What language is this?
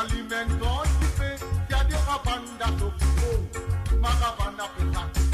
Morisyen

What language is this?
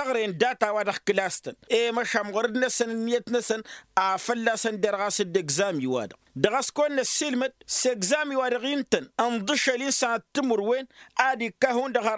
Tamasheq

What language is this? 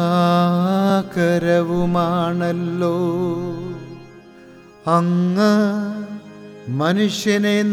Malayalam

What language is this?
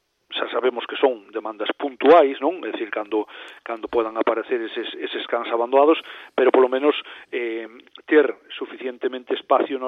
Galician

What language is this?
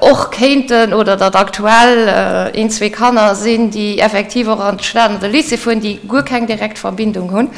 Luxembourgish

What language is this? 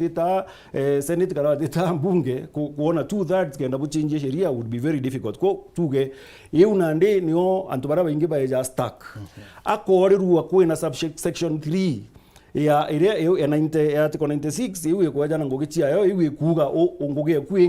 Meru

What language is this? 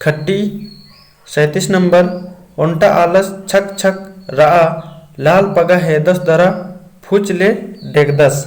Kurukh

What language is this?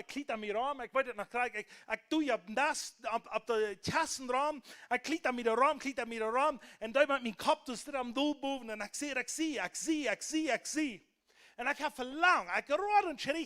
Plautdietsch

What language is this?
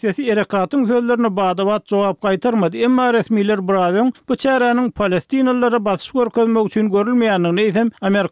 Turkmen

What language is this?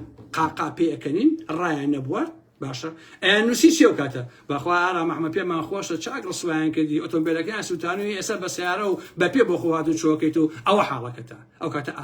Central Kurdish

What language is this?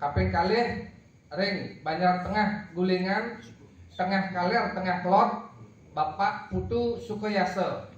Balinese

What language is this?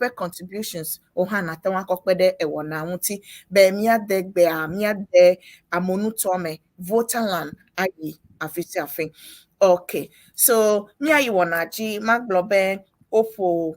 Ewe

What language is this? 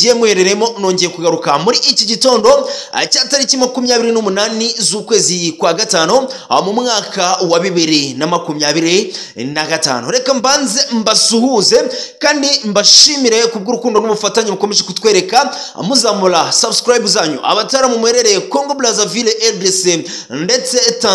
Kinyarwanda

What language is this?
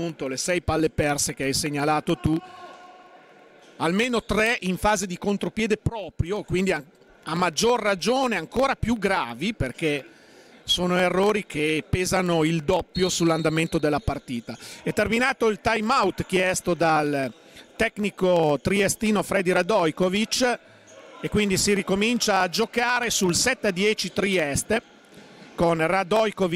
Italian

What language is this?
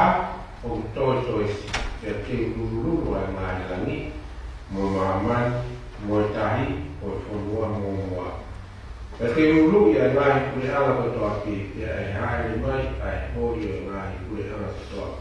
Tongan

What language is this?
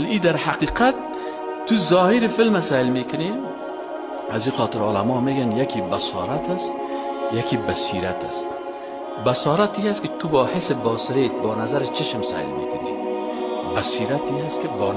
Persian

